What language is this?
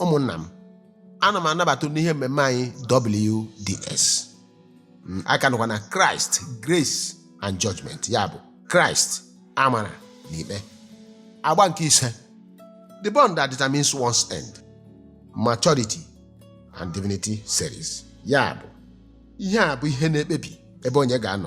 Igbo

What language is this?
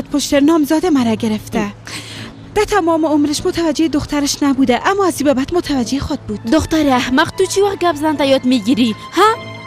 Persian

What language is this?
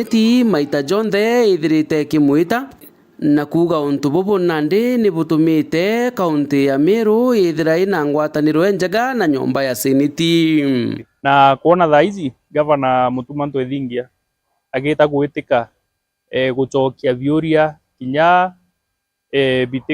Meru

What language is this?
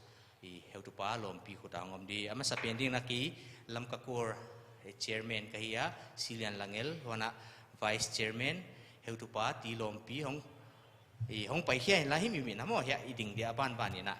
Paite Chin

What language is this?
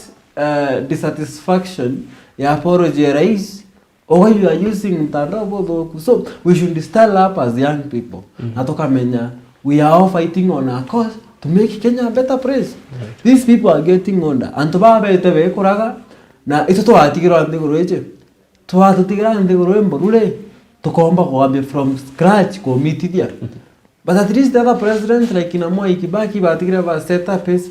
Meru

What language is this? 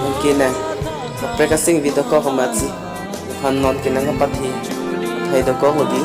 Karbi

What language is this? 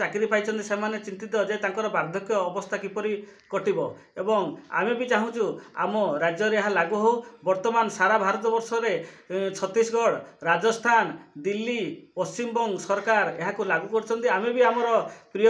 Odia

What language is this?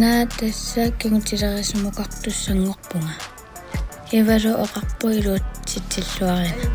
Kalaallisut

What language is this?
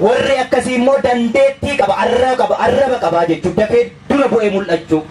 Oromo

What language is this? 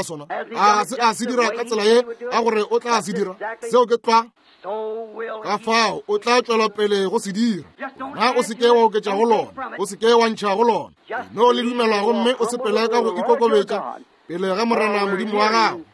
Northern Sotho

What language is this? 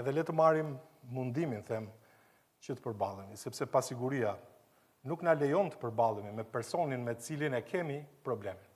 Albanian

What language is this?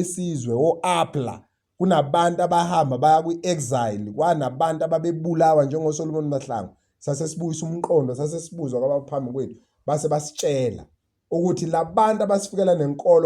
Zulu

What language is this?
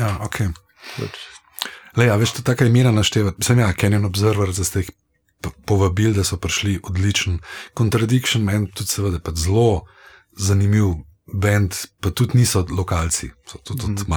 Slovenian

